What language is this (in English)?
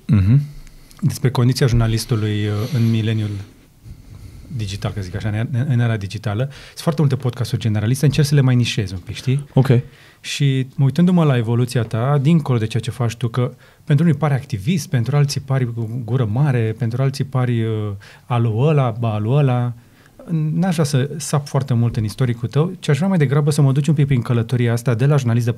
Romanian